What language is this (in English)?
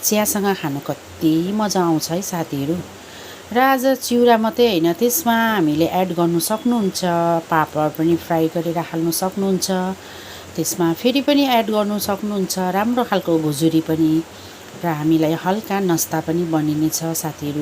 Nepali